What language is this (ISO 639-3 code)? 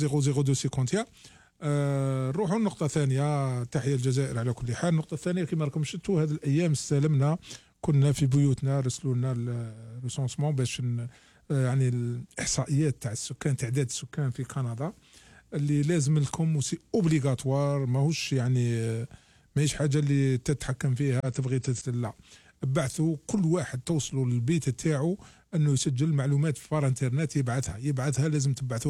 arq